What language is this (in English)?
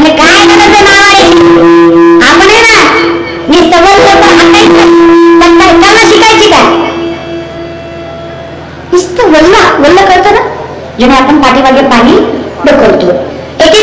Marathi